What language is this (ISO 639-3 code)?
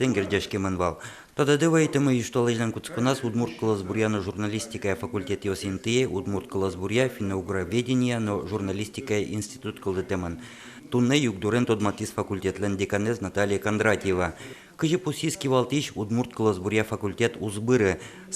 udm